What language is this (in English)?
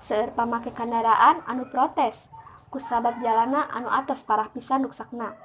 Sundanese